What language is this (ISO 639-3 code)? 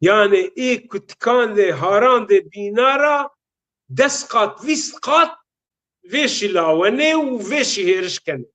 zza